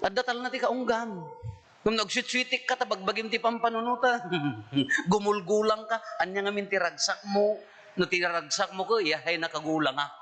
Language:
Iloko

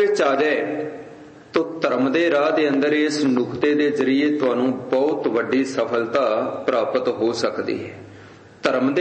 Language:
Punjabi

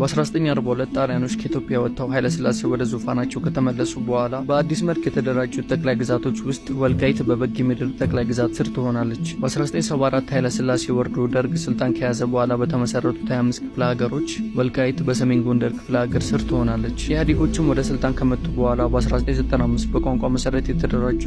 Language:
Amharic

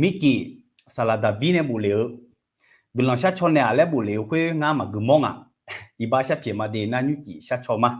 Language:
Akha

